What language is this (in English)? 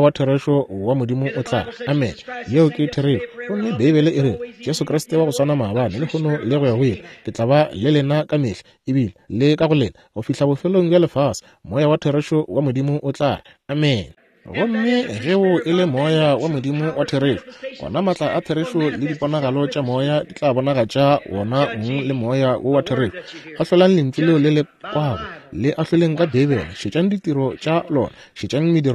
Northern Sotho